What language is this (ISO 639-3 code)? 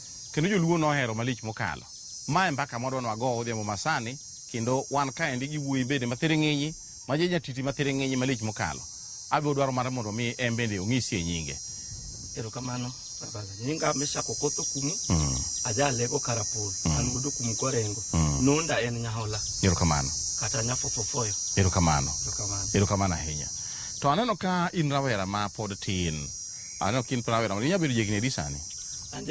luo